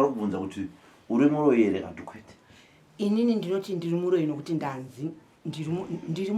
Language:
Shona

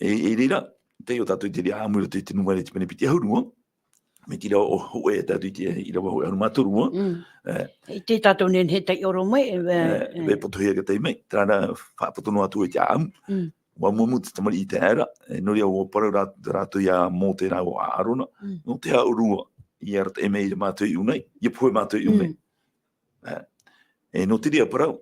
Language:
Tahitian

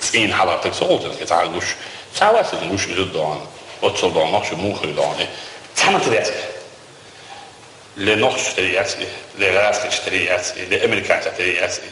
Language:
Chechen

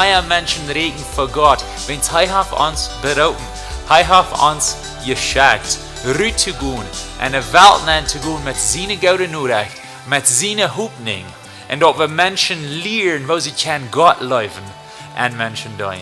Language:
Plautdietsch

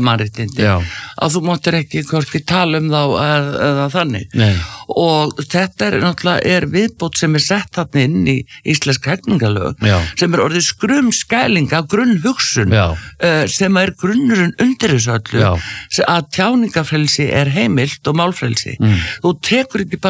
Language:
Icelandic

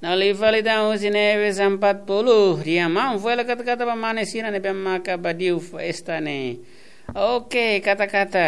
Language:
Tetum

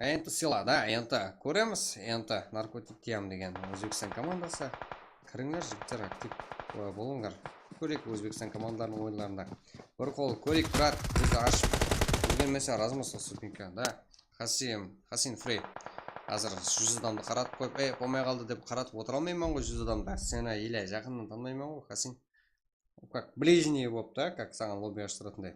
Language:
Kara-Kalpak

